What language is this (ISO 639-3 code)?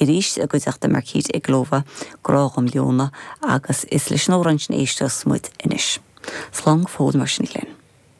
gle